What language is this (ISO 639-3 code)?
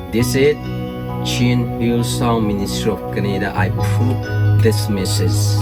cnh